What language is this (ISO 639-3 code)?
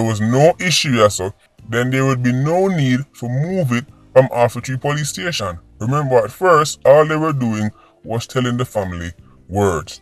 jam